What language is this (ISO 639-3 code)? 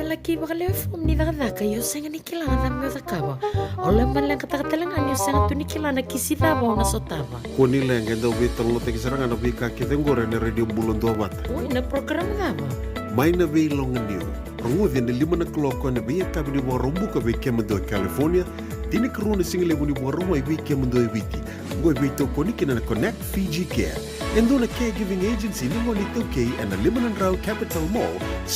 fij